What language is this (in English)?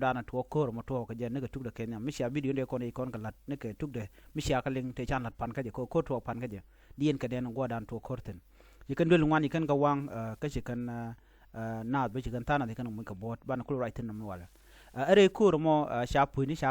Nuer